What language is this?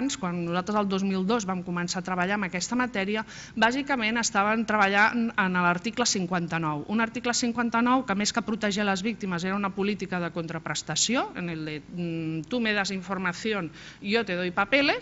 Catalan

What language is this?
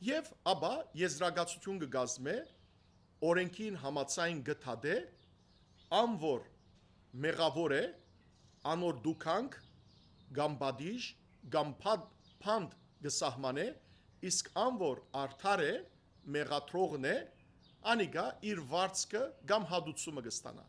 Western Armenian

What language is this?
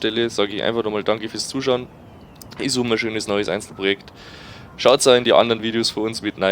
Bavarian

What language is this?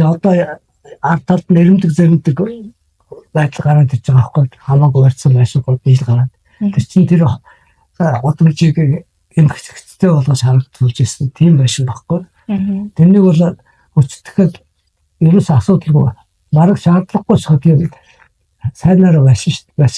Mongolian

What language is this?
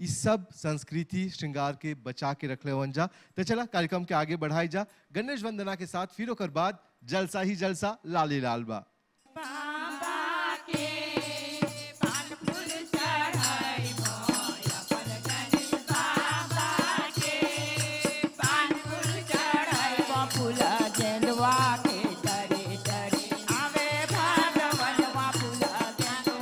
Bhojpuri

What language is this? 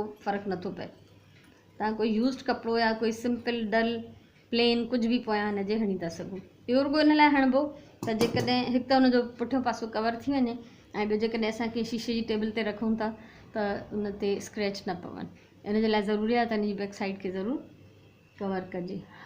Sindhi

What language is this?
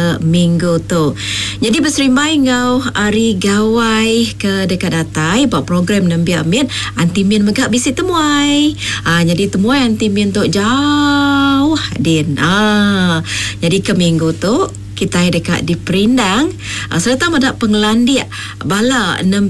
Iban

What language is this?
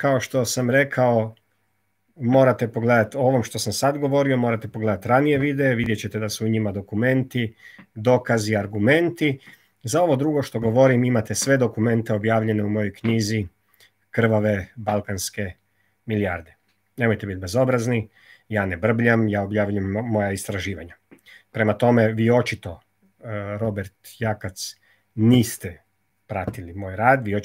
Croatian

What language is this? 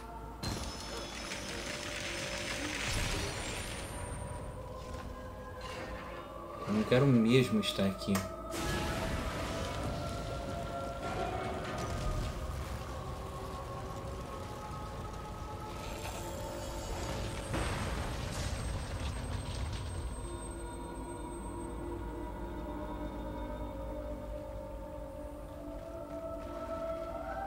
Portuguese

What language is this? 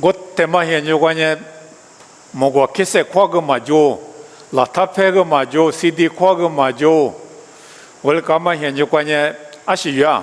Lisu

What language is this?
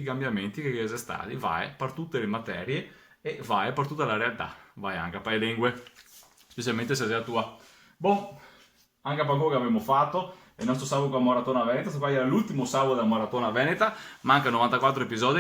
Venetian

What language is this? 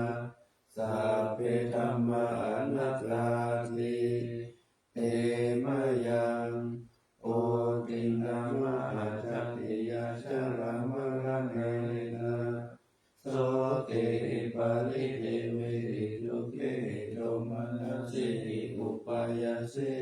Pali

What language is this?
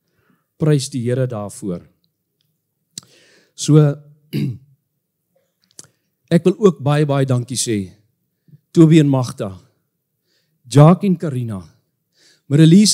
Afrikaans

